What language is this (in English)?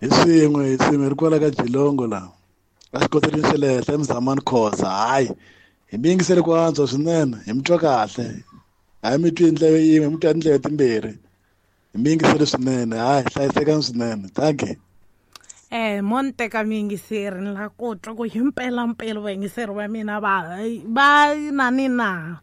Tsonga